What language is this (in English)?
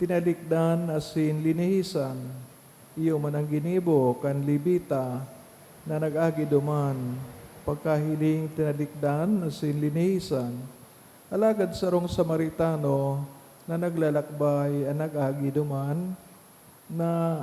Bikol